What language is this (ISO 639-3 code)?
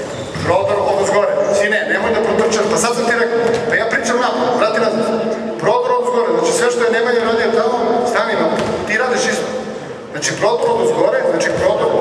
srp